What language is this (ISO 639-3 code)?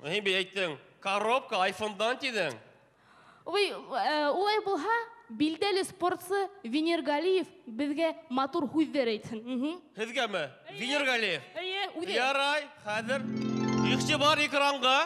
bak